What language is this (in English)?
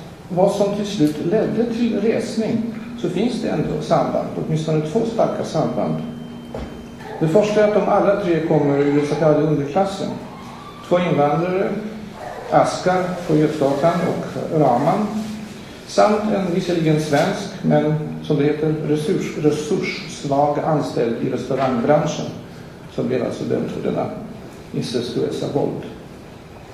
Swedish